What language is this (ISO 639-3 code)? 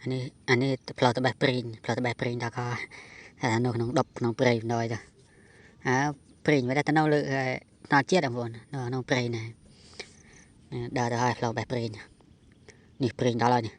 khm